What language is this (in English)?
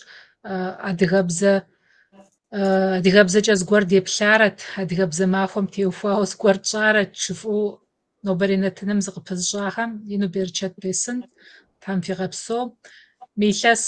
Kabardian